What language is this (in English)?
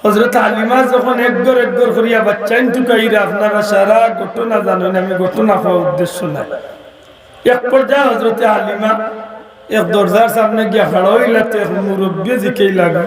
Sylheti